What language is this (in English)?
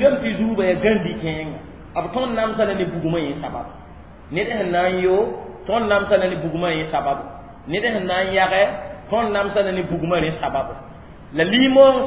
Mossi